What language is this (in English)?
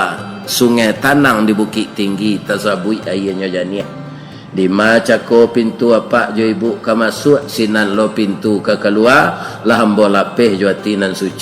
Minangkabau